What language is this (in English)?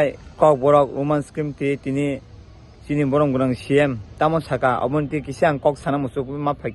Kok Borok